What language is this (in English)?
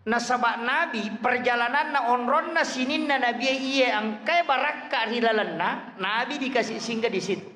Buginese